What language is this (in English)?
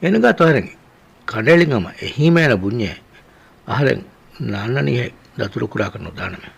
Divehi